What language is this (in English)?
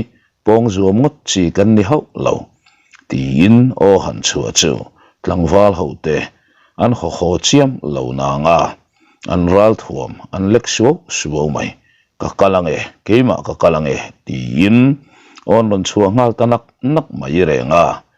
Mizo